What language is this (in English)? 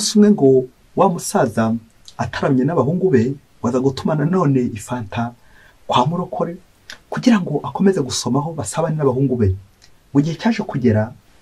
Kinyarwanda